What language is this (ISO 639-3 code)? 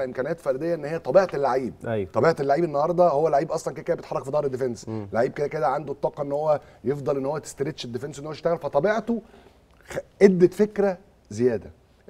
arz